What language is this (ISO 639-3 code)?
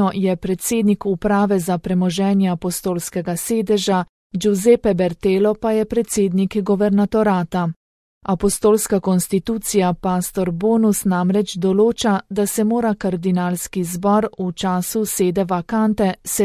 slv